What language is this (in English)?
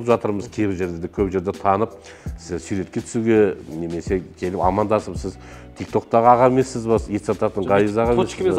Kazakh